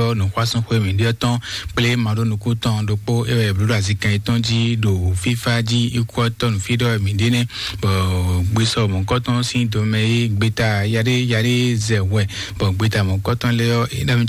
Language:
Fon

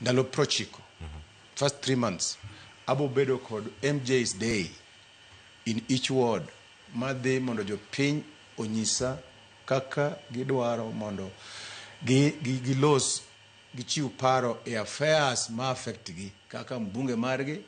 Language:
Luo (Kenya and Tanzania)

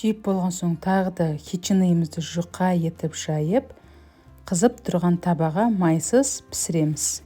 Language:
Kazakh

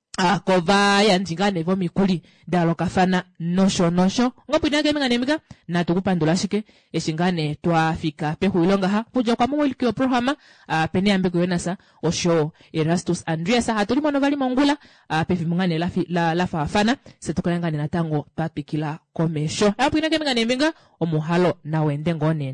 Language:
Kuanyama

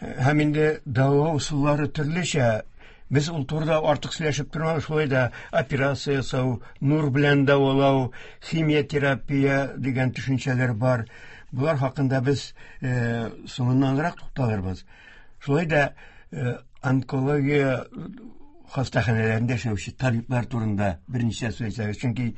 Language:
Tatar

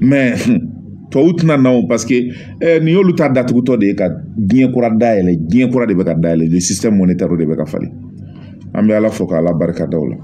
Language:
Bambara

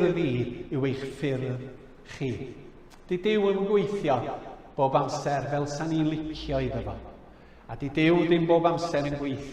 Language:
Welsh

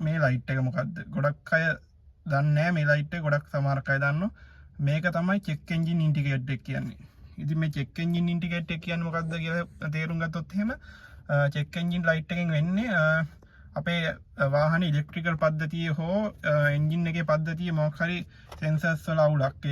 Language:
Sinhala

